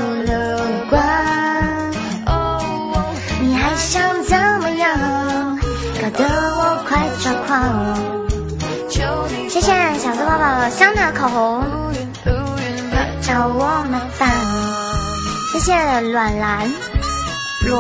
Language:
Chinese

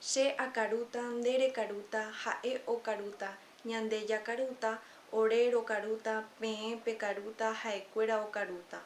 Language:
Guarani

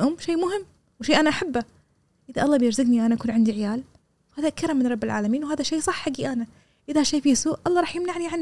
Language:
Gulf Arabic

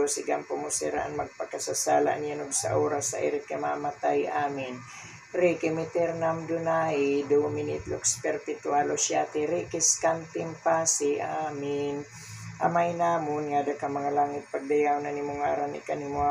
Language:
Waray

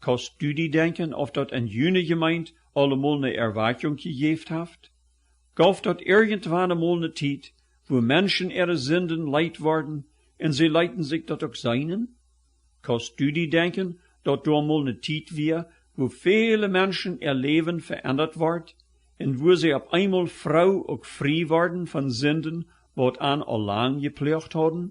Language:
Plautdietsch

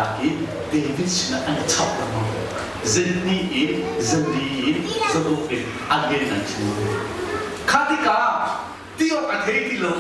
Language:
Hakha Chin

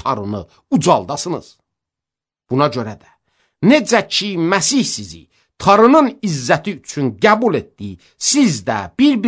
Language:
Azerbaijani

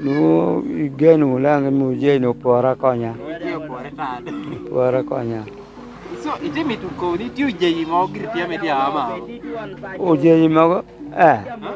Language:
Lango (Uganda)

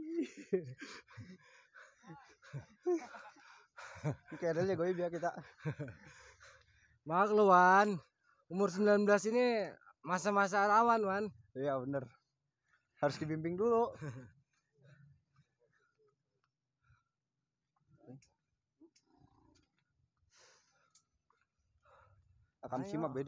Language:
Indonesian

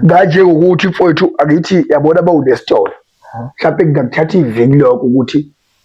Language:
Zulu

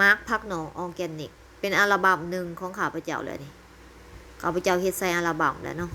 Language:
Lao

